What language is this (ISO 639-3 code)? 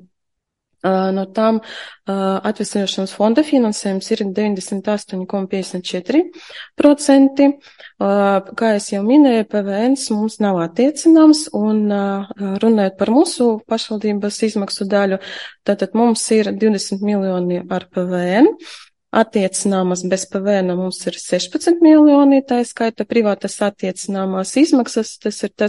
lav